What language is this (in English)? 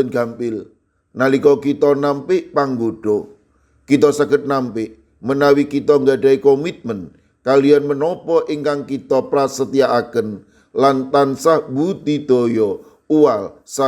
Javanese